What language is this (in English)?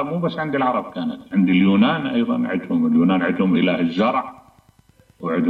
Mesopotamian Arabic